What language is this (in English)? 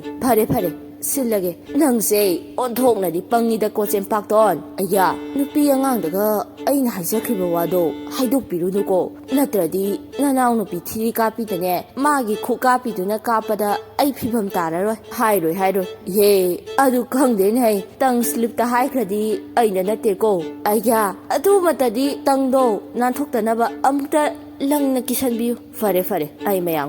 Manipuri